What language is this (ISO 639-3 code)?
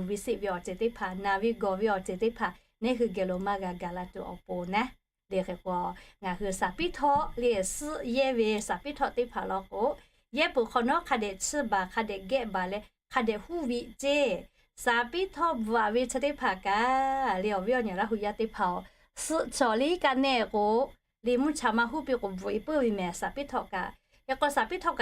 lhu